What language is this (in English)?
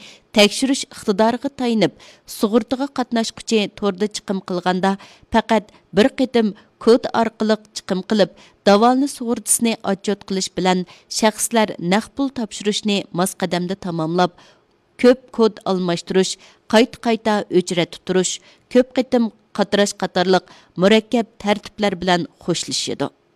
Uyghur